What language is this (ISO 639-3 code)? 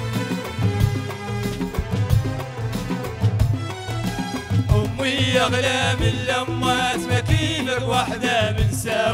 ara